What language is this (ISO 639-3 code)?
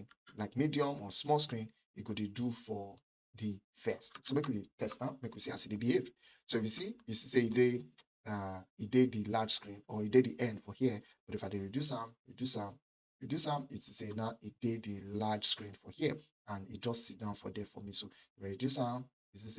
pcm